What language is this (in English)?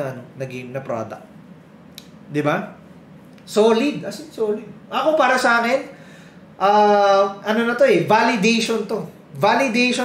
Filipino